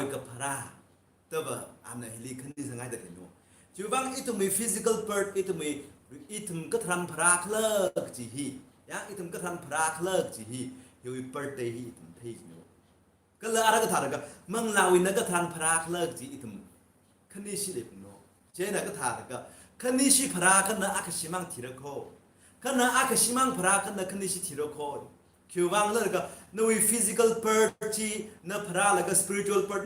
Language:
Tangkhul Naga (India)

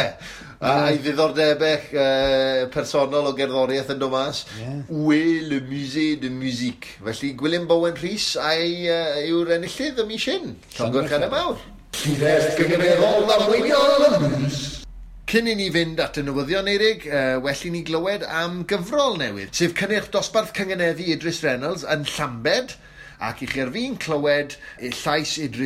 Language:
Welsh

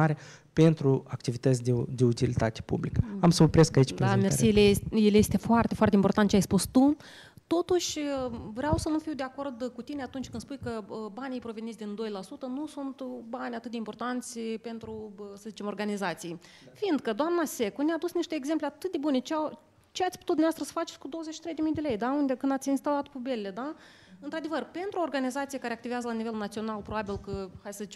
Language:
Romanian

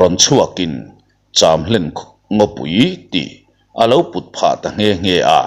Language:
Mizo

